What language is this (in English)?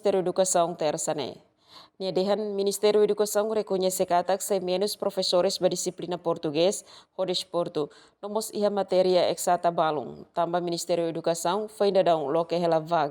Tetum